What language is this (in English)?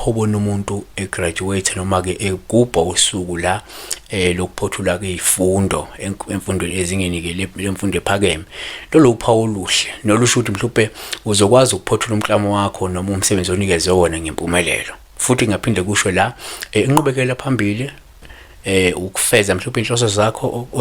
Zulu